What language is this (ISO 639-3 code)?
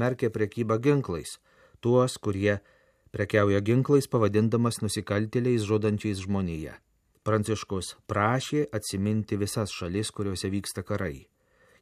lit